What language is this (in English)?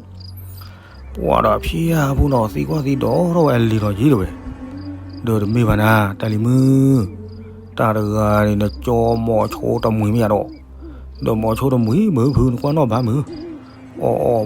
S'gaw Karen